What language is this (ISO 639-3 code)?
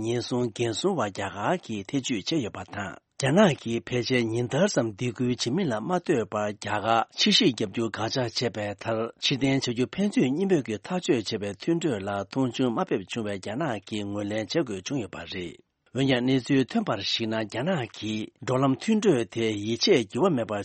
bod